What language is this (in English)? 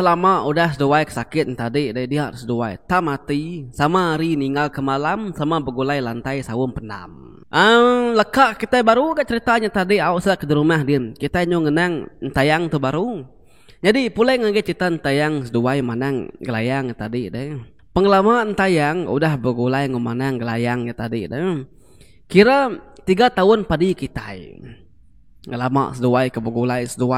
Iban